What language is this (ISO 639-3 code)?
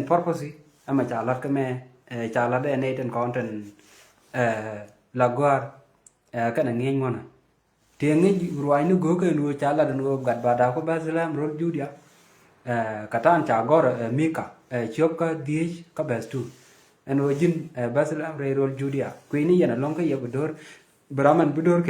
nus